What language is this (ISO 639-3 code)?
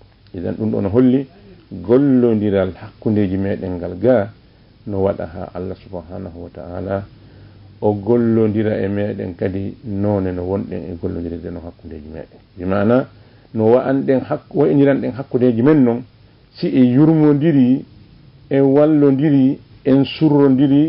ful